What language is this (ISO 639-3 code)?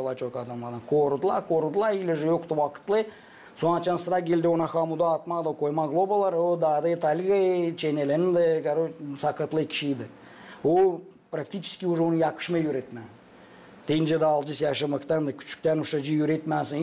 gag